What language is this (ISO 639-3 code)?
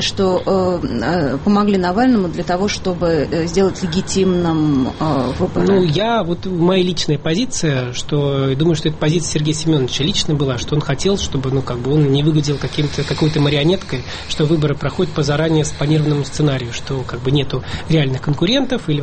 rus